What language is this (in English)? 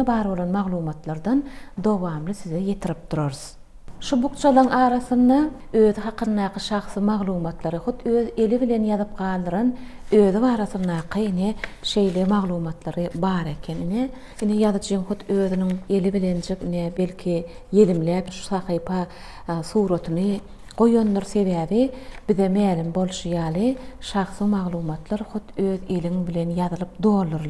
Turkmen